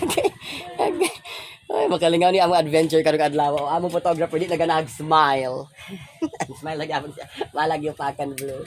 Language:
Cebuano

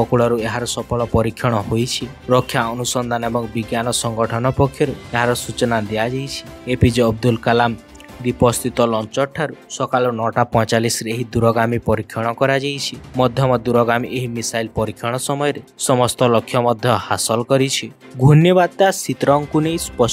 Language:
Odia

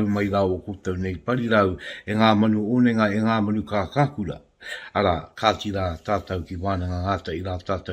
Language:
Māori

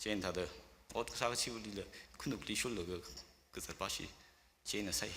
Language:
Tangkhul Naga (India)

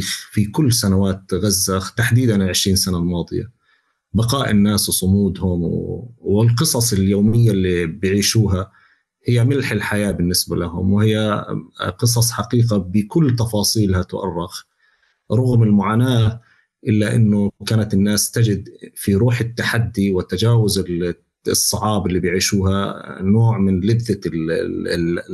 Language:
North Levantine Arabic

